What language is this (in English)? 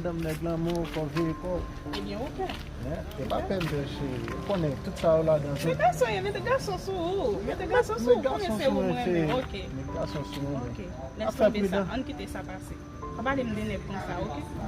Haitian Creole